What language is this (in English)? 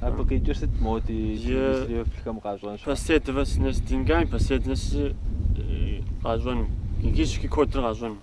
Kabardian